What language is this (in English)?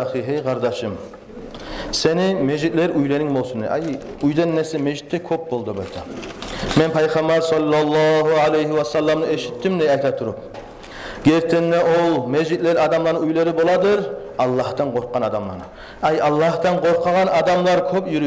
Kumyk